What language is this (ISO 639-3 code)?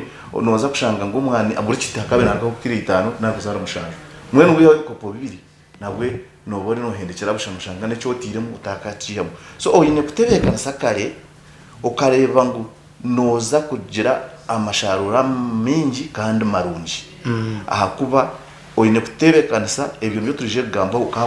nyn